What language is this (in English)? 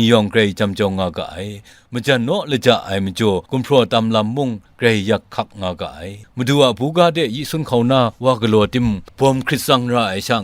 Kachin